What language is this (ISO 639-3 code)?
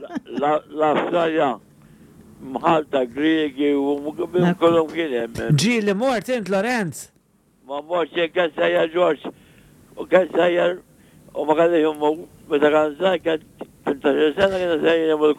mlt